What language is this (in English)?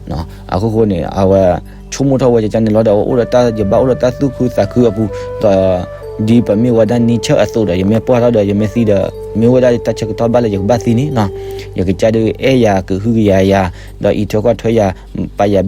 S'gaw Karen